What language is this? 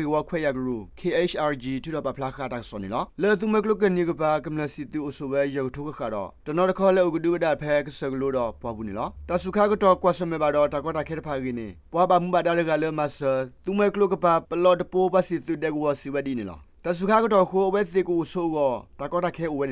S'gaw Karen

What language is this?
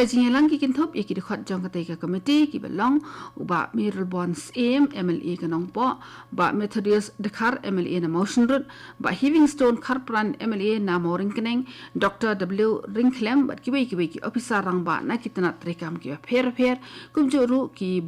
Khasi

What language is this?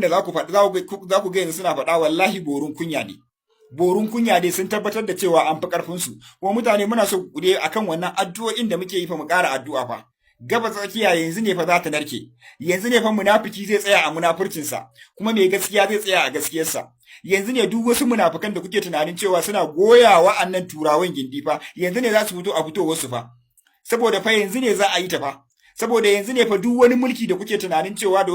Hausa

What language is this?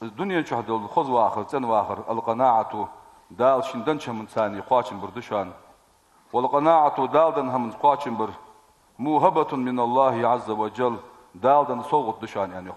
Ingush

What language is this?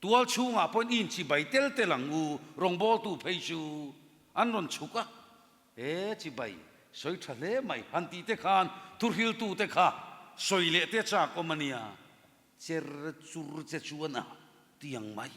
Mizo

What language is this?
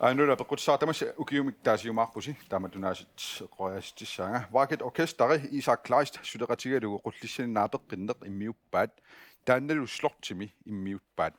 Kalaallisut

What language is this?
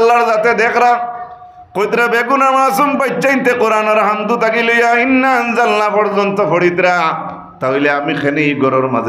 Sylheti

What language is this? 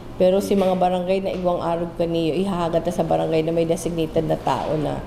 Bikol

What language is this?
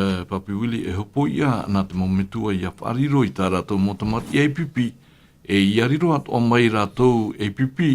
Tahitian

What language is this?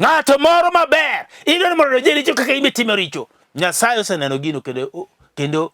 Luo (Kenya and Tanzania)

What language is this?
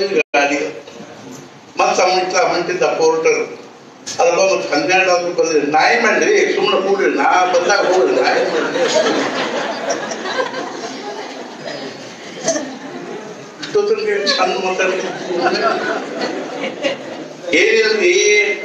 Kannada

